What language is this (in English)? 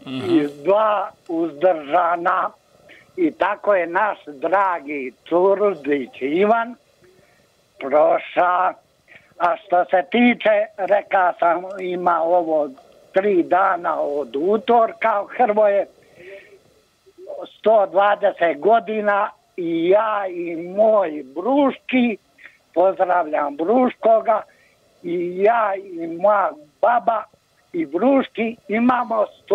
Croatian